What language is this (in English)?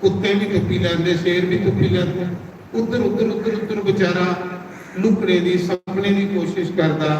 Dogri